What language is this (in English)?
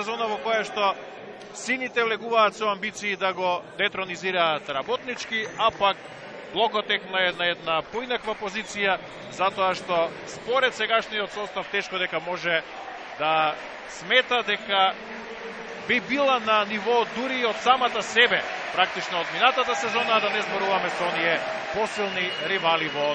Macedonian